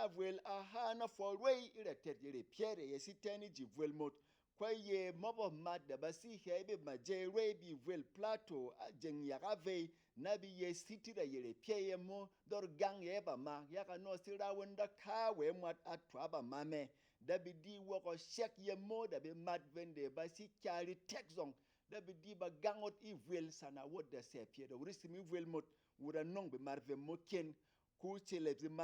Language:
Berom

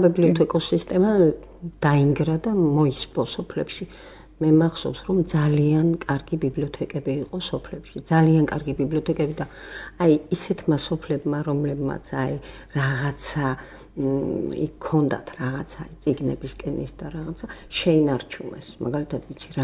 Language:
Georgian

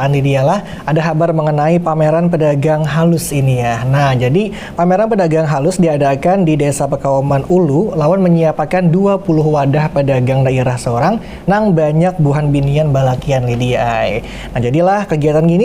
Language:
Banjar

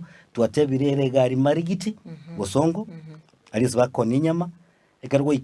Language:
Gusii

